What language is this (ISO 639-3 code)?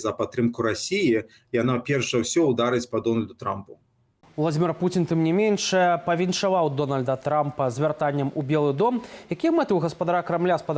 bel